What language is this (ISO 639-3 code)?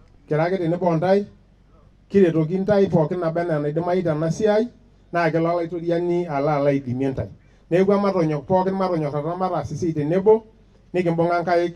mas